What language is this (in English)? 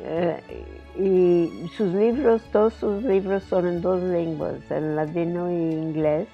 Ladino